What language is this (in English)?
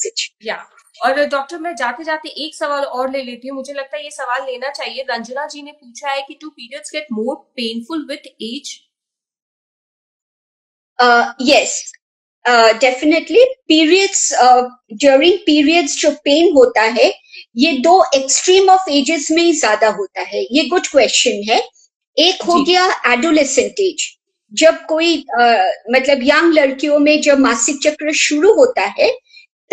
Hindi